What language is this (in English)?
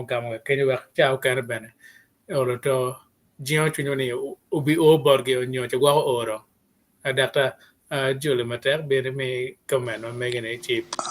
Acoli